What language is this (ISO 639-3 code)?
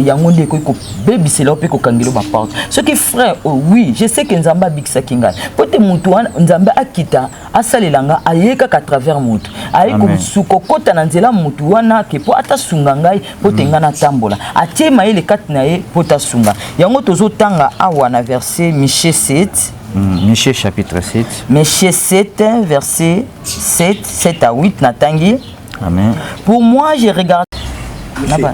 lin